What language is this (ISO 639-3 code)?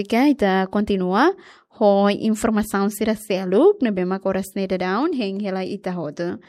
tet